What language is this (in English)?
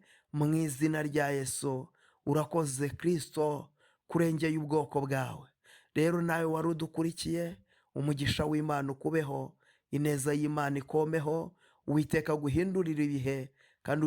Kinyarwanda